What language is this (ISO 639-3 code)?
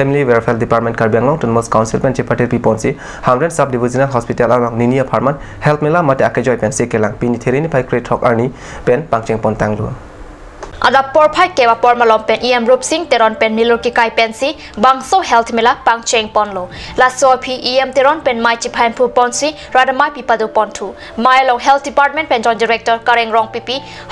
mjw